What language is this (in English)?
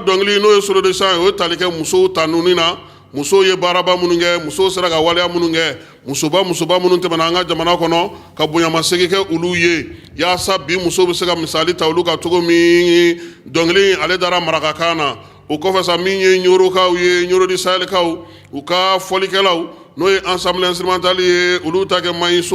Bambara